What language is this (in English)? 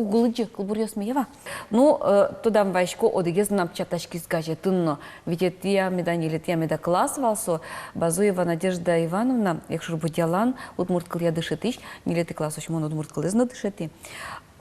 Udmurt